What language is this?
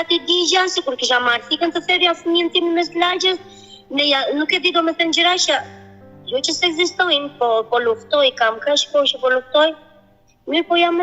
Albanian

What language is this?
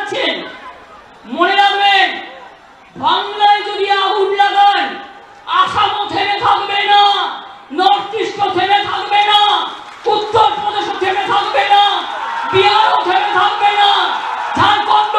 Bangla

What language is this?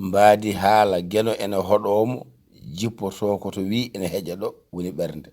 Fula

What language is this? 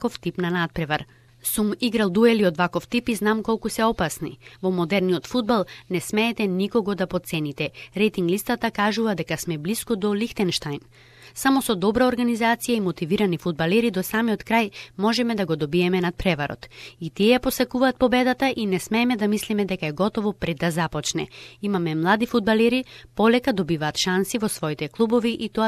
Macedonian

